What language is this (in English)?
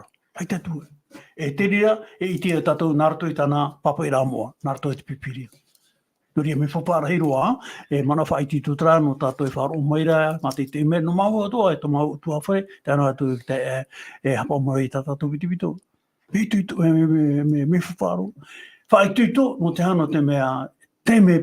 Tahitian